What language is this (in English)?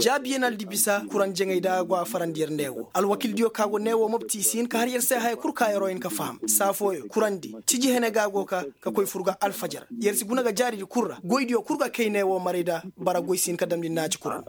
Koyraboro Senni